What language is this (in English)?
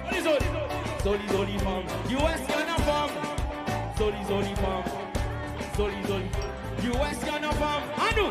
Seselwa Creole French